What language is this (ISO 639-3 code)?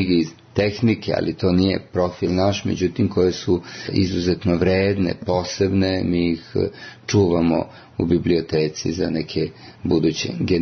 srp